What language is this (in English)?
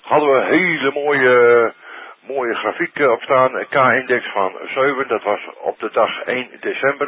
Dutch